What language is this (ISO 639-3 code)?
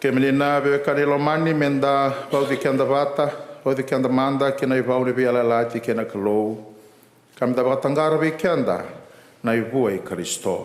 fij